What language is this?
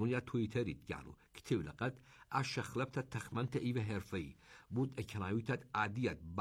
Persian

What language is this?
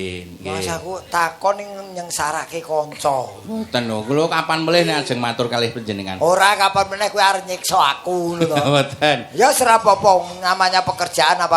Javanese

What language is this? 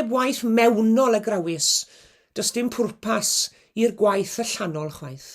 Welsh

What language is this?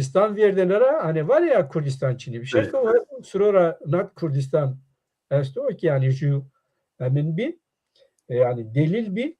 Zaza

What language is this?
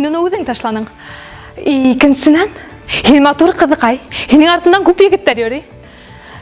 Bashkir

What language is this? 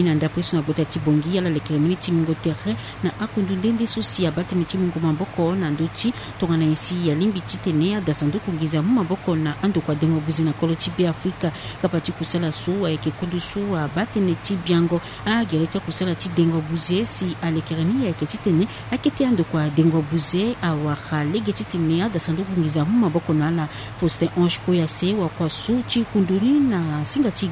Sango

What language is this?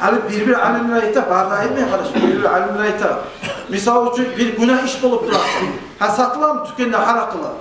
Kumyk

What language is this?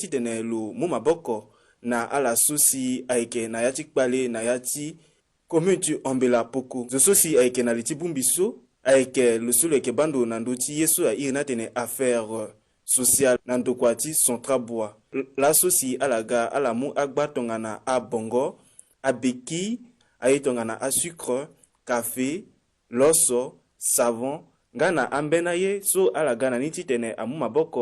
Sango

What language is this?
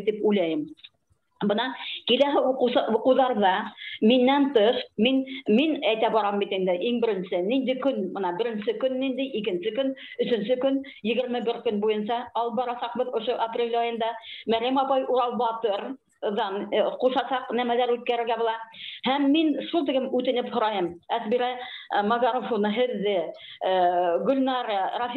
Bashkir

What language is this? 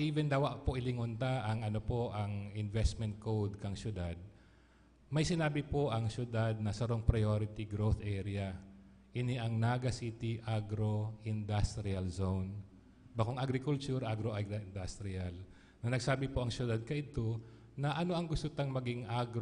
Bikol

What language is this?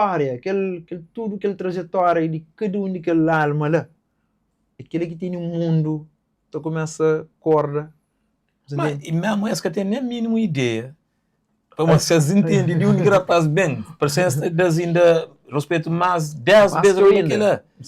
Kabuverdianu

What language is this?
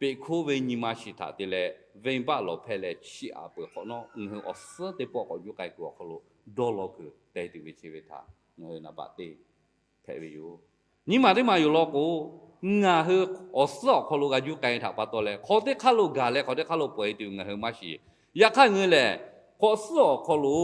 Lahu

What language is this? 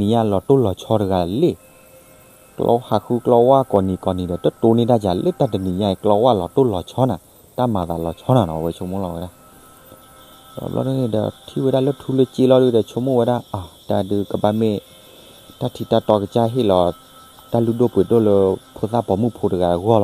S'gaw Karen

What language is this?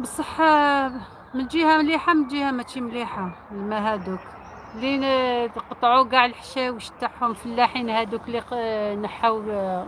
Algerian Arabic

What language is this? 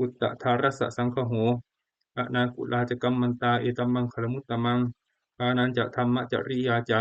Pali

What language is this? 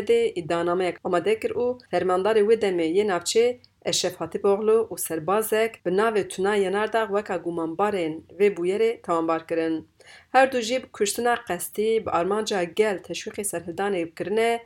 Kurdish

